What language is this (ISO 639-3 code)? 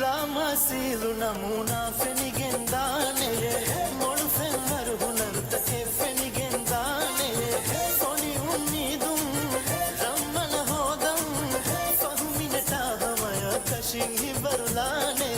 div